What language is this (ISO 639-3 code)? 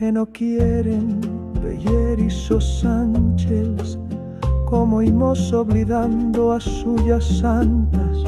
arg